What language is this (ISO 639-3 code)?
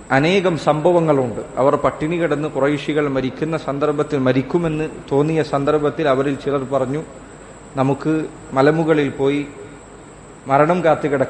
mal